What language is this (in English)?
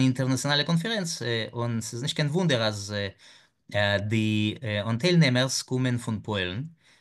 Yiddish